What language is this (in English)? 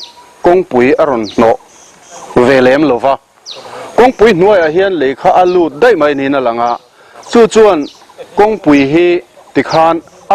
Mizo